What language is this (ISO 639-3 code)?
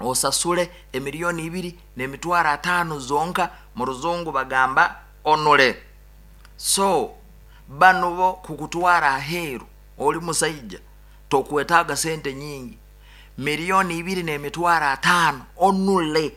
nyo